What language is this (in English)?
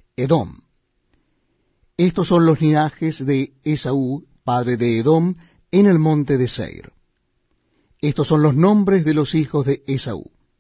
Spanish